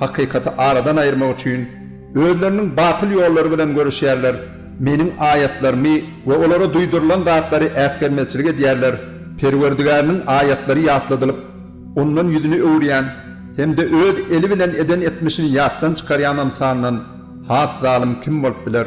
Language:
Turkmen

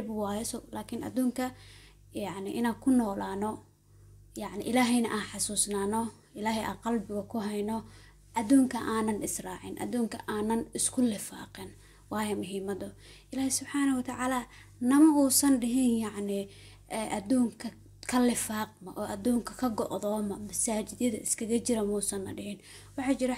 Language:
Somali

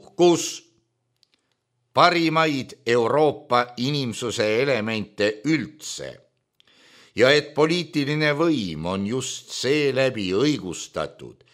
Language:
Estonian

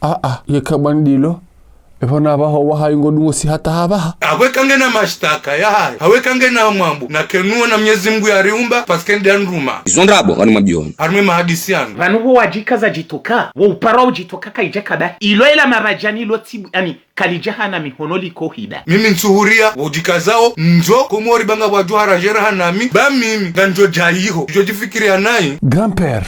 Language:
Ngazidja Comorian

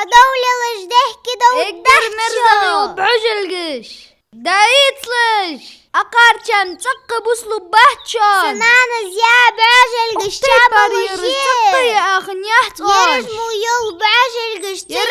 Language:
Ingush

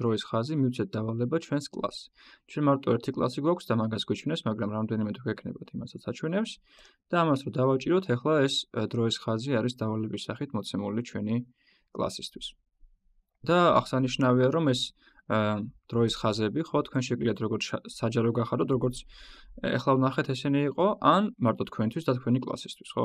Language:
Georgian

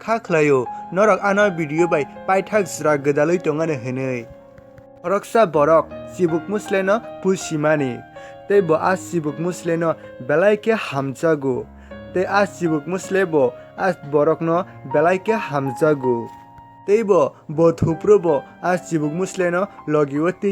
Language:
Kok Borok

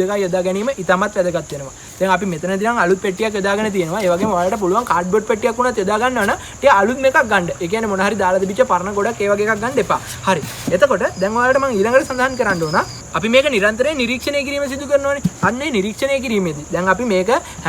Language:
Sinhala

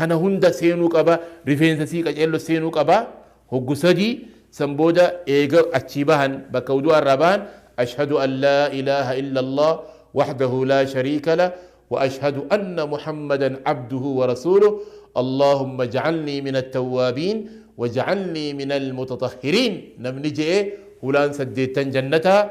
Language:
Oromo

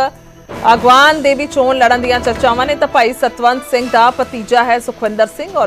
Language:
Punjabi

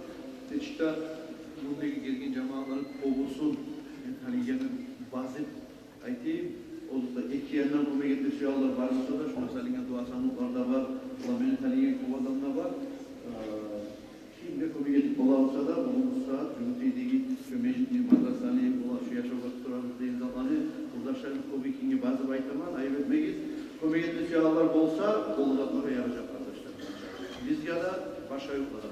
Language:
Kumyk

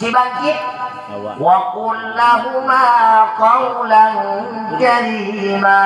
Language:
Achinese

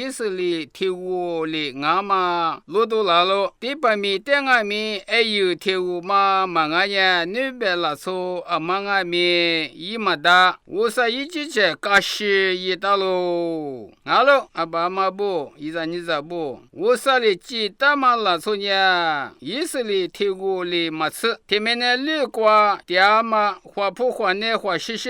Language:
Lisu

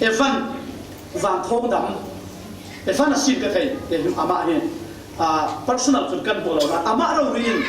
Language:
Falam Chin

